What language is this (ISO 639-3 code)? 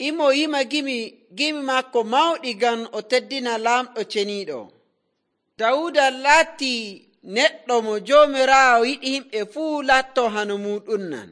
fuv